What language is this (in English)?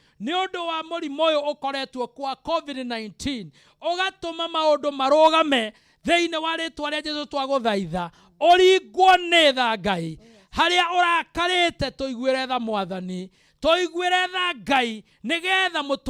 Kikuyu